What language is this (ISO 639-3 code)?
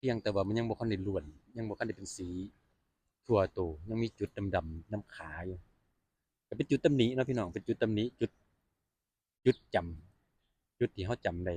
lao